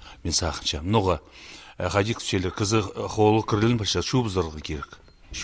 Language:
Khakas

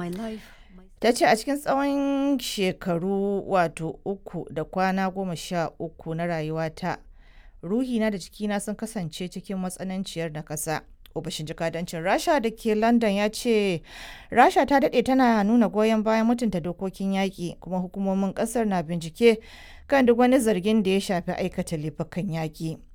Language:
Hausa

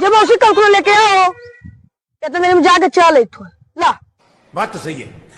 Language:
Magahi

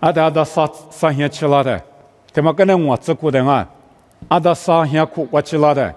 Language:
Lisu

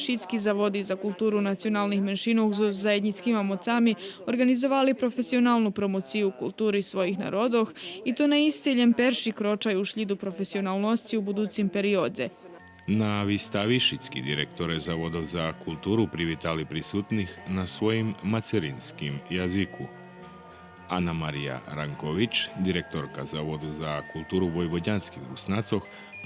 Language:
Rusyn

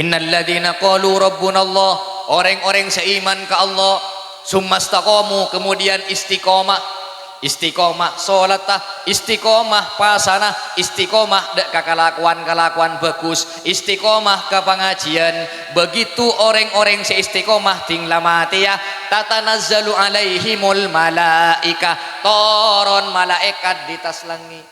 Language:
Madurese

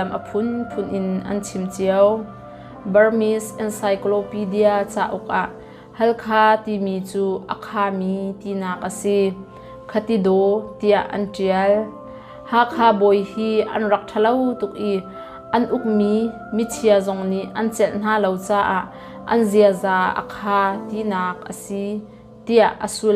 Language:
Hakha Chin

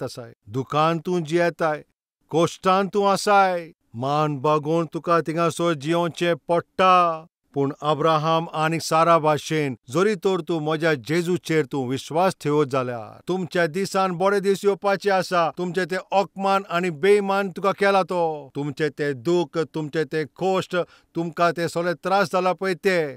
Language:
Konkani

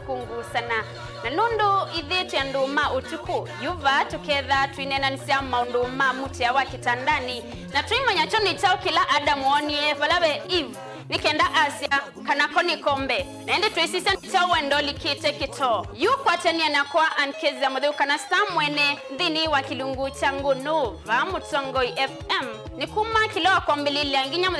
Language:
Kamba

